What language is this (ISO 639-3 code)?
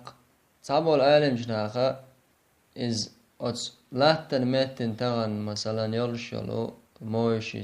che